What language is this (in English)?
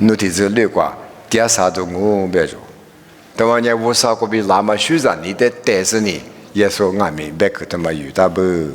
Lisu